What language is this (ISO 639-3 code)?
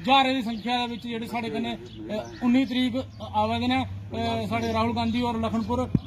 doi